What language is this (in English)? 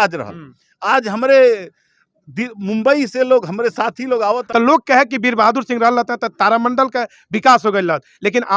Bhojpuri